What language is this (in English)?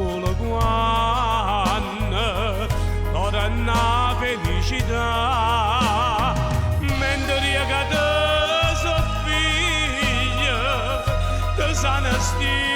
Neapolitan